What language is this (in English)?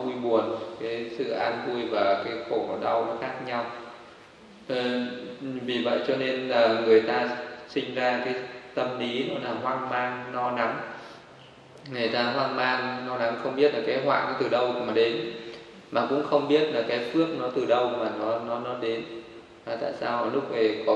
Vietnamese